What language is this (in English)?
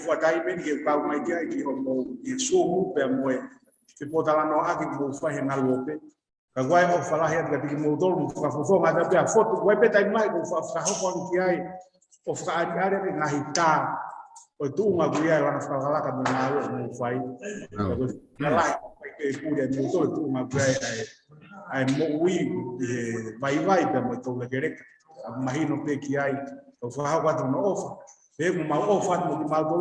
Tongan